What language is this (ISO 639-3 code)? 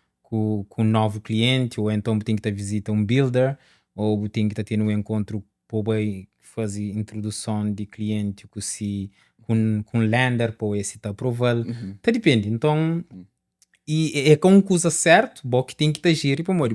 kea